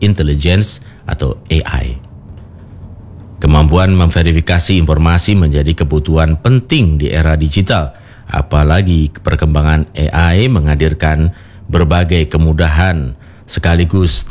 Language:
Indonesian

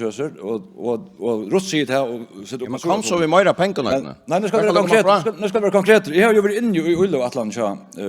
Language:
Faroese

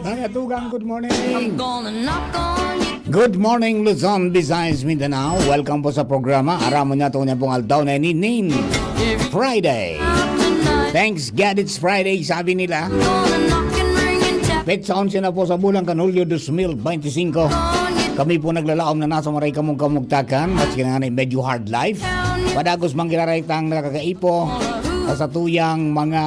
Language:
Bikol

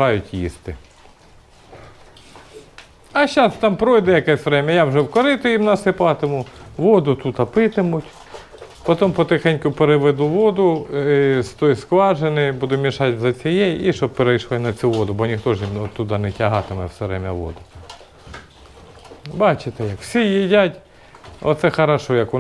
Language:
Ukrainian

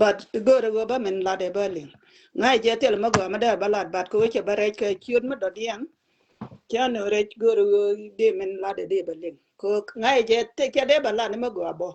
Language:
Nuer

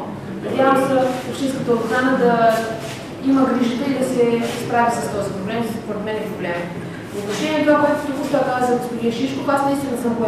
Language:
Bulgarian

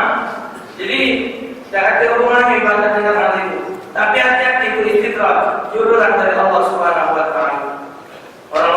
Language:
Musi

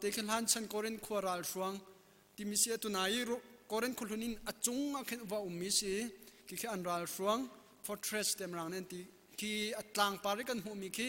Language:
Hakha Chin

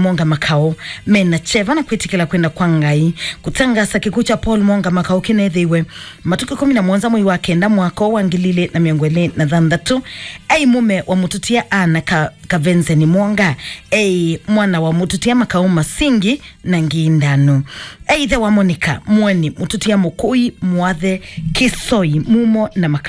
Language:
Kamba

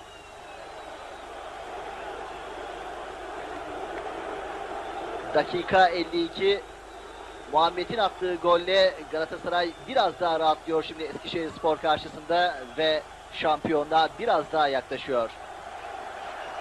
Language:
Turkish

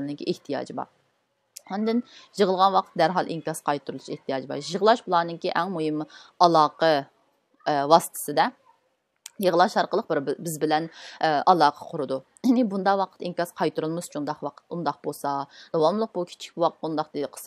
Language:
Uyghur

